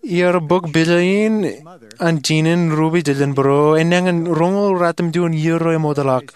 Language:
Marshallese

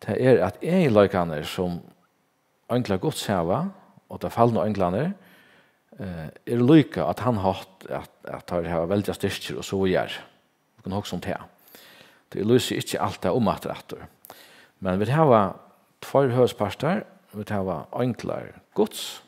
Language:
Faroese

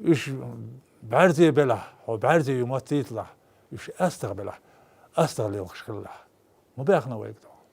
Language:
Chechen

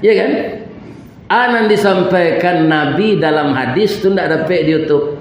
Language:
Minangkabau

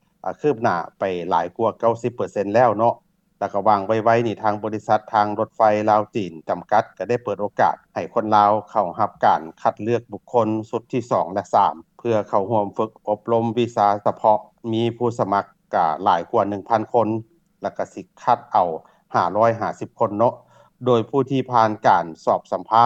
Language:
Lao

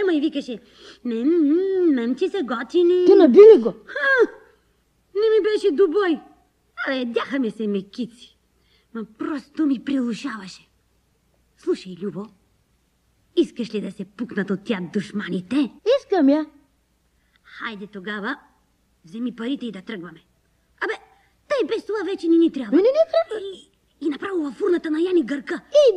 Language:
Bulgarian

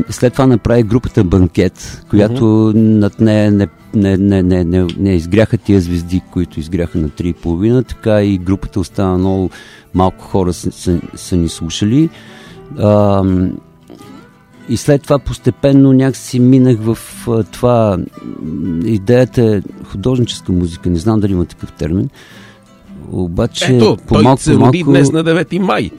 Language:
Bulgarian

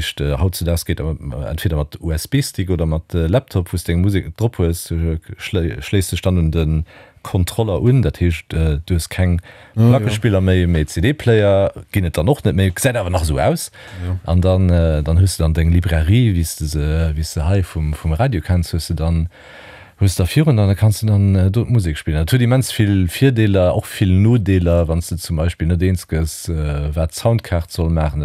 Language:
Luxembourgish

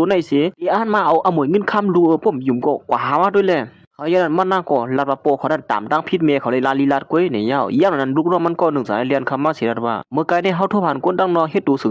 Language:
Shan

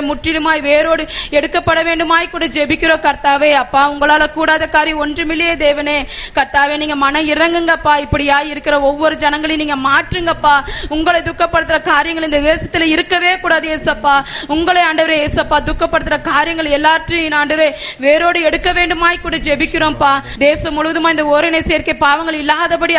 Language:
Tamil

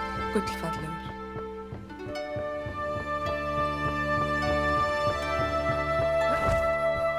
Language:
Icelandic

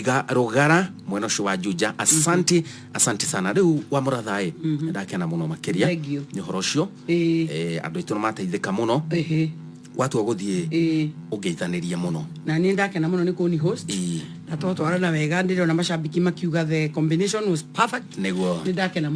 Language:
Kikuyu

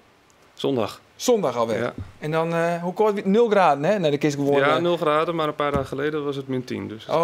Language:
Western Frisian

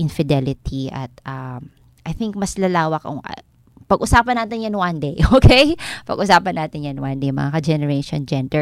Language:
Filipino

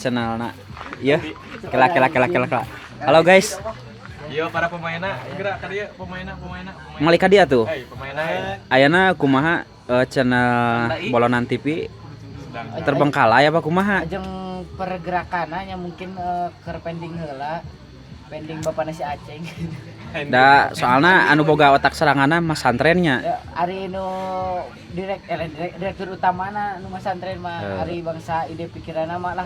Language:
Sundanese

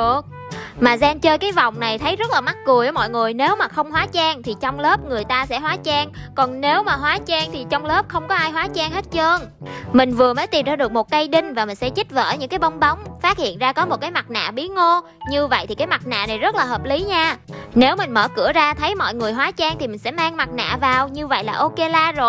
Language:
Vietnamese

